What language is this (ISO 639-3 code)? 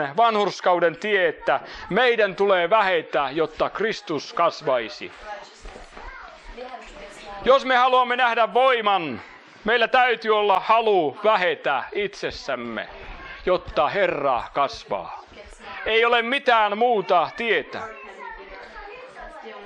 fin